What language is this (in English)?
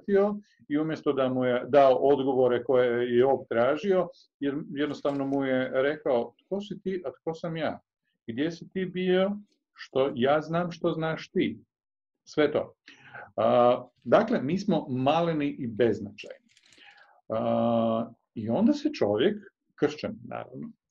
Croatian